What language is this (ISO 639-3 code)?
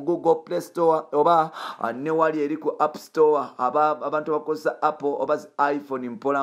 lug